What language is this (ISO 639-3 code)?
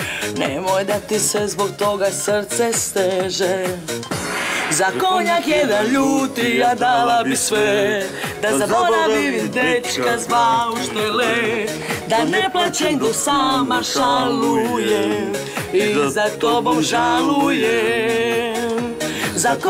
hrv